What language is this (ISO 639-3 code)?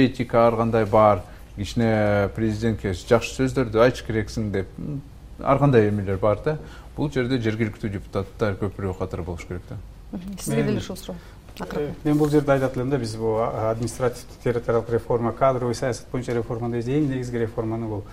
kir